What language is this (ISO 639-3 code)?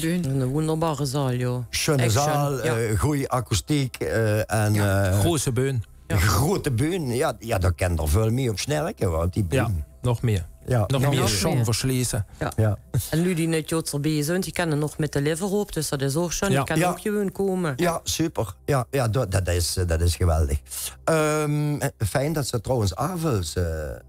lim